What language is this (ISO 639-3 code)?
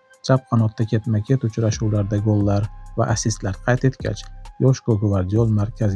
uzb